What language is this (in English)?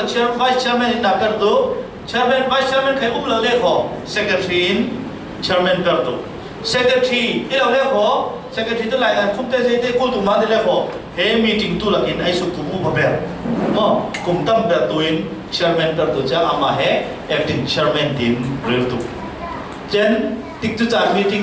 Falam Chin